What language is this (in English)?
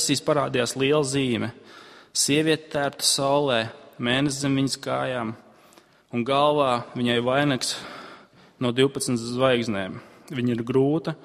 Latvian